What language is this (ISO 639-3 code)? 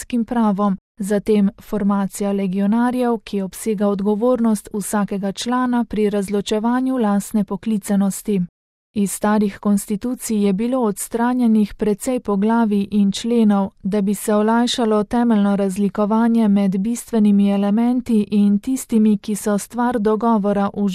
slv